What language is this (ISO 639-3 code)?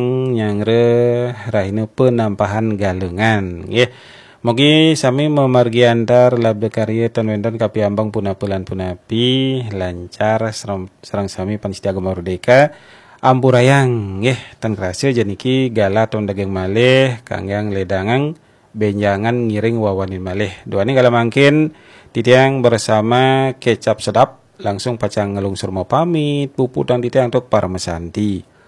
ban